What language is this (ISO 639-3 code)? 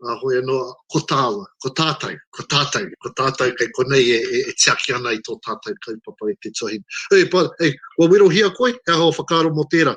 mri